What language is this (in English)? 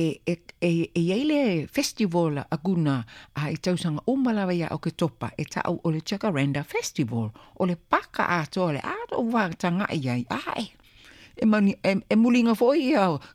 Samoan